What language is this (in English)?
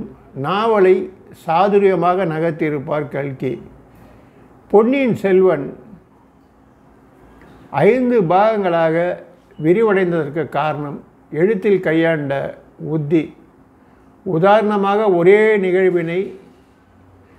Tamil